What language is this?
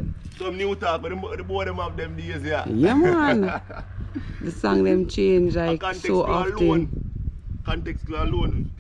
Jamaican Creole English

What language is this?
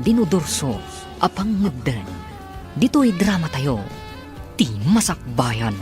Iloko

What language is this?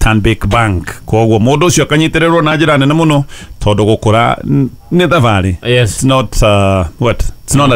Kikuyu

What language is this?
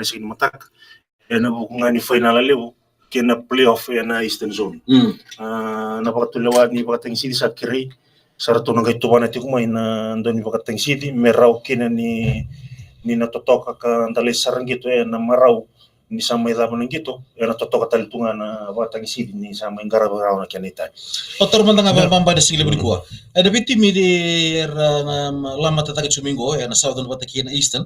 Fijian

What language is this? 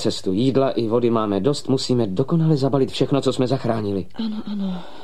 Czech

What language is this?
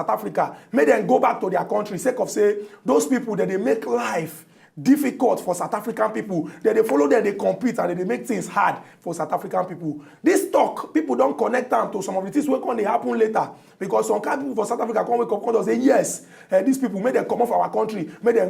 Nigerian Pidgin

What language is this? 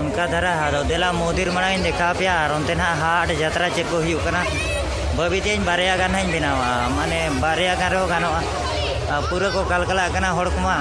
Santali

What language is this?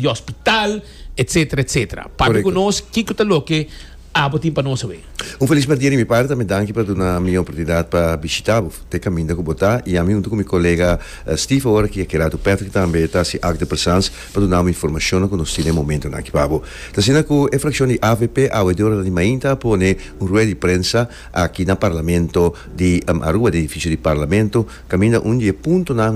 Papiamento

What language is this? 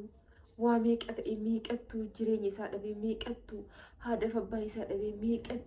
Oromo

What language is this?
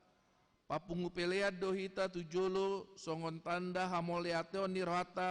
Batak Toba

